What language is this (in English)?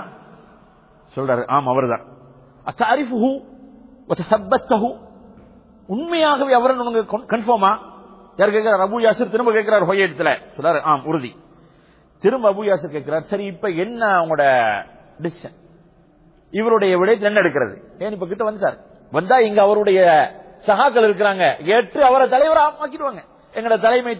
Tamil